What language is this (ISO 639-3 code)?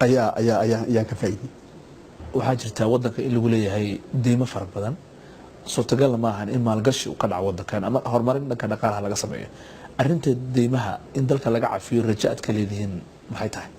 som